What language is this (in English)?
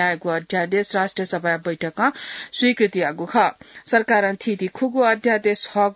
Newari